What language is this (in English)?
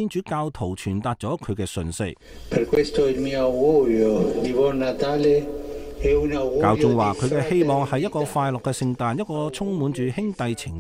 Cantonese